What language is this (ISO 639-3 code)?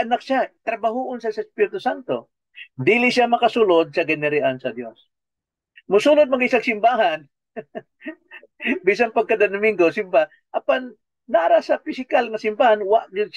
ceb